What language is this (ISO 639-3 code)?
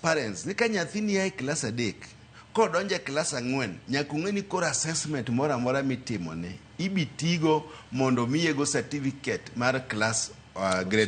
luo